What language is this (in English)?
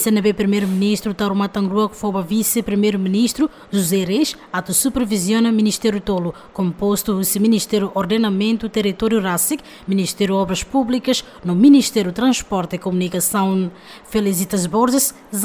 Tetum